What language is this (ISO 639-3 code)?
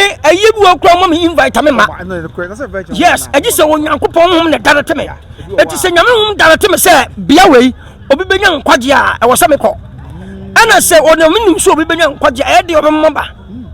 aka